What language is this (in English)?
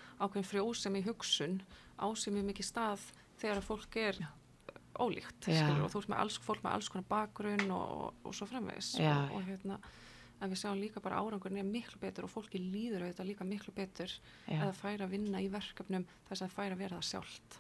Icelandic